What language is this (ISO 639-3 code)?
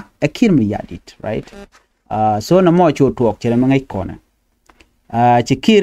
nus